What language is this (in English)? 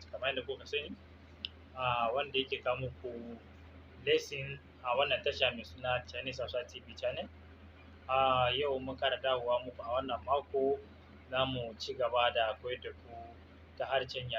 Hausa